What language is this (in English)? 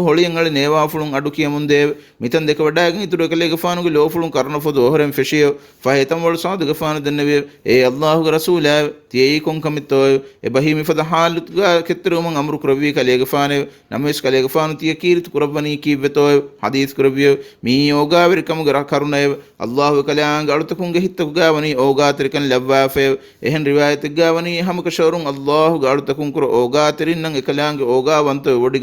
Divehi